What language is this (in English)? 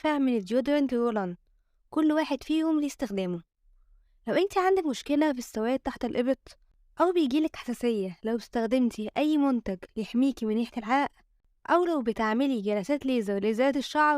Egyptian Arabic